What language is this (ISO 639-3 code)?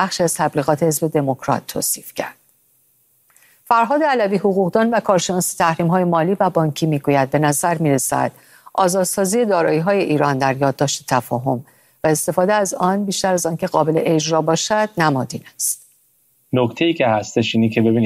fas